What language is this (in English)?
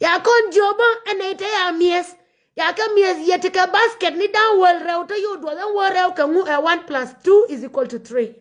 Nuer